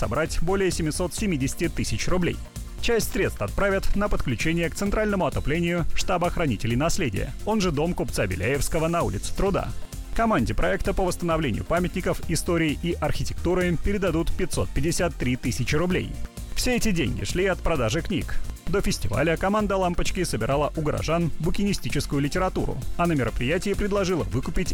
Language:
Russian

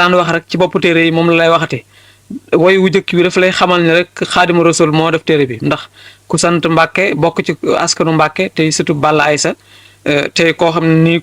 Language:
Wolof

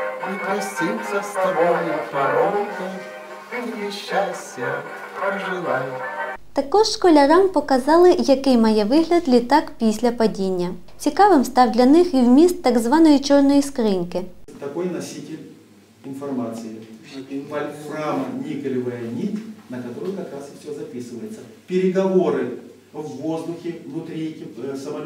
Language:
Ukrainian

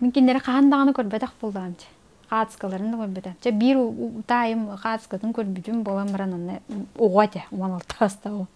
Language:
Yakut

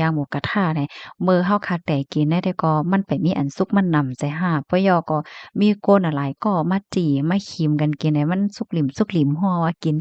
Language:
Shan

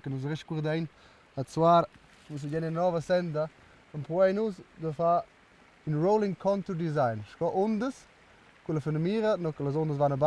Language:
Romansh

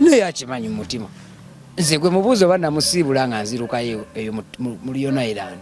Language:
Ganda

